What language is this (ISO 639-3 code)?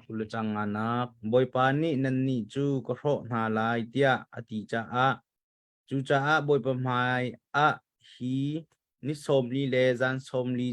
cnh